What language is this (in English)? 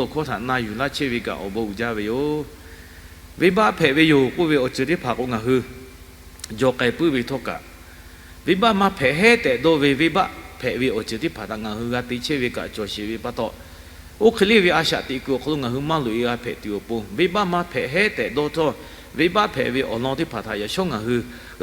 Lahu